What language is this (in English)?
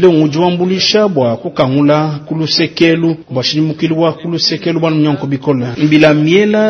Luba-Lulua